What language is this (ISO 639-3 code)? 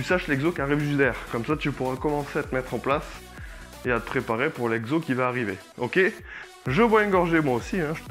fra